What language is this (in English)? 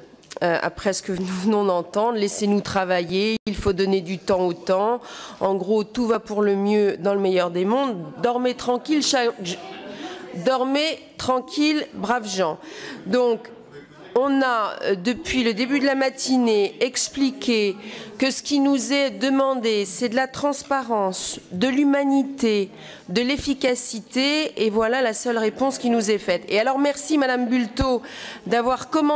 French